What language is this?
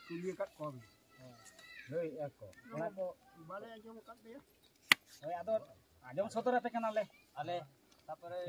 Santali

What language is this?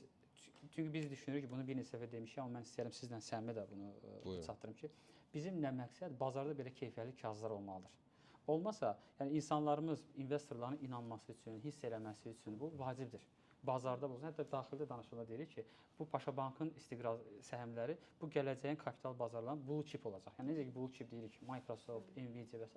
Azerbaijani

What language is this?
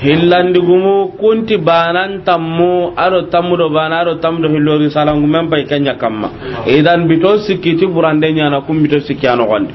Soninke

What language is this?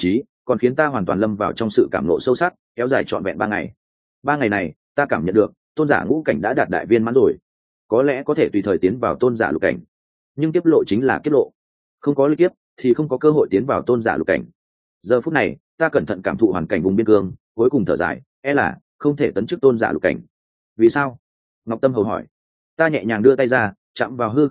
Vietnamese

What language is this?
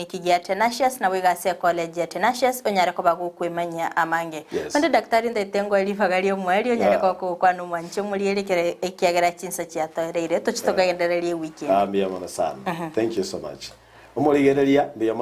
Gusii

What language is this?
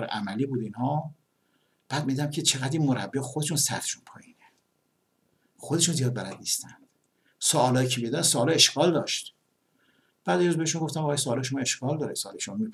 Persian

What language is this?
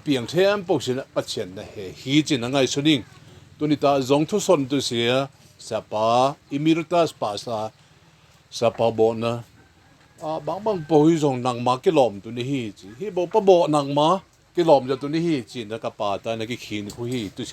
Tedim Chin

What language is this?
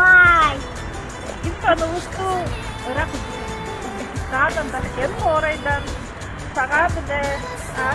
Tuvinian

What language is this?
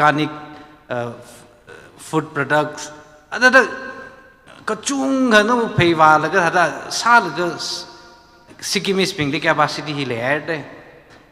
Tangkhul Naga (India)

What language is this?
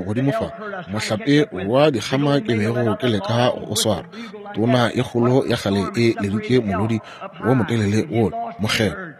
Northern Sotho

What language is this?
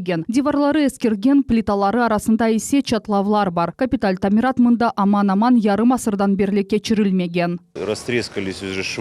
Crimean Tatar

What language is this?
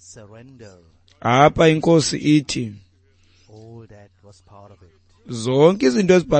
Xhosa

